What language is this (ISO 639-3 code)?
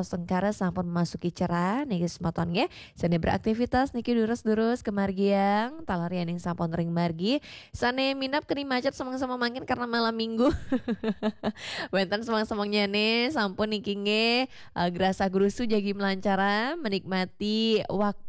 ban